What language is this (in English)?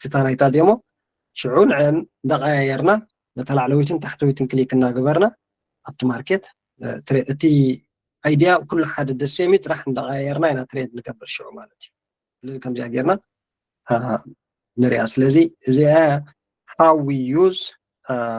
Tigrinya